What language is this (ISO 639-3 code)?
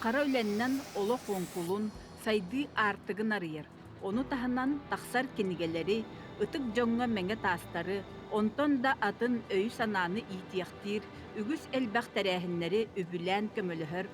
sah